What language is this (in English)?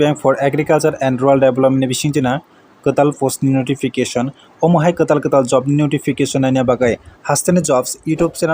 Kok Borok